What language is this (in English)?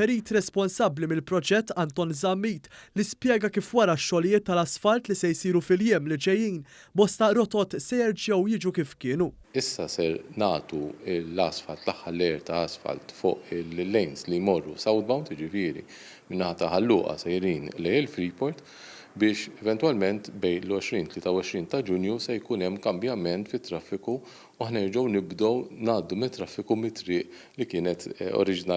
Maltese